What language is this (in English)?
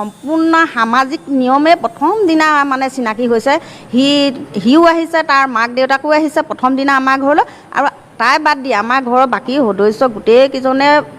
Assamese